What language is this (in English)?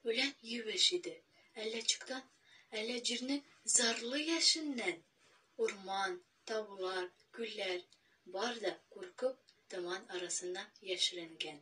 Tatar